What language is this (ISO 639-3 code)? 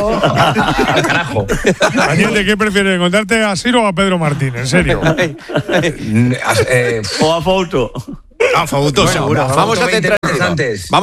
spa